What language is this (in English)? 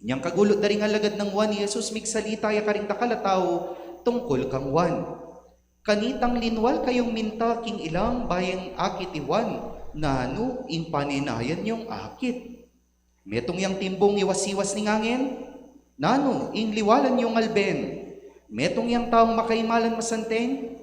Pampanga